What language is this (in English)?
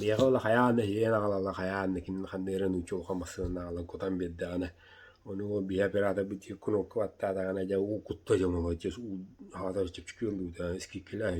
Yakut